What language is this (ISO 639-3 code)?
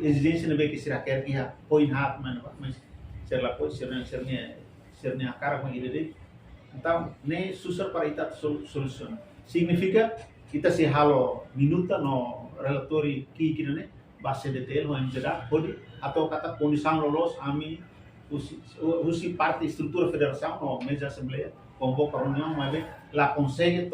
tet